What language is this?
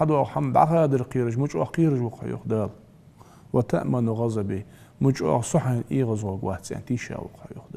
Ingush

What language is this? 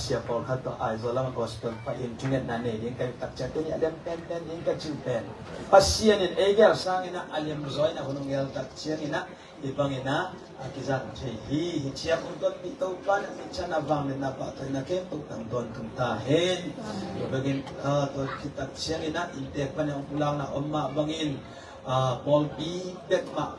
Tedim Chin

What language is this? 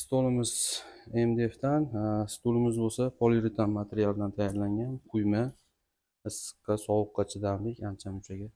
Uzbek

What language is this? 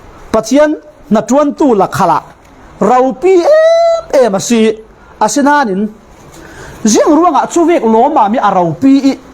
Falam Chin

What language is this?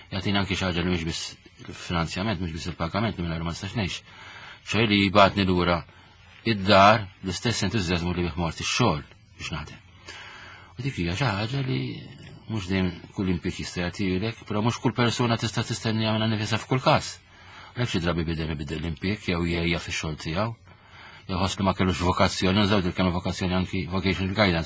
Maltese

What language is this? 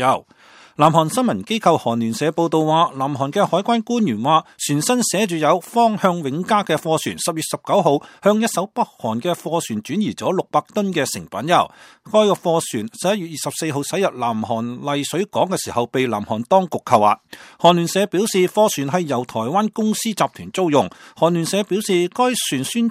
Cantonese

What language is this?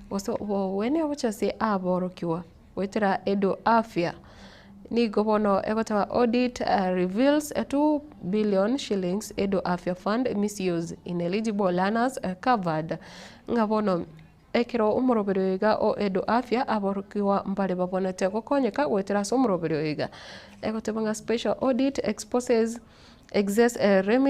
Gusii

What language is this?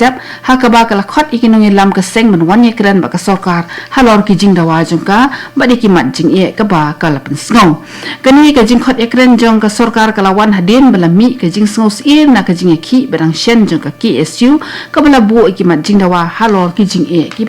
Khasi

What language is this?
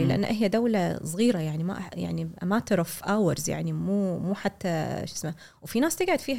Gulf Arabic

